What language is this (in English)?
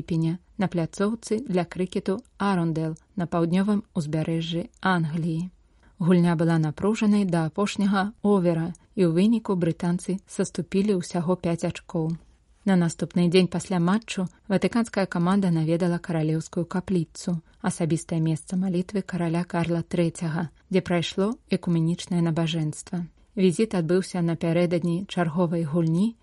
Belarusian